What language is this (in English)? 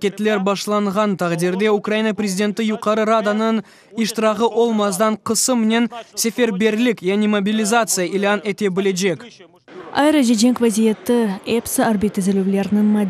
Crimean Tatar